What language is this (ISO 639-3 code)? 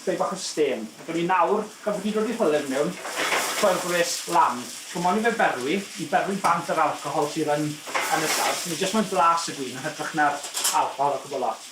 cym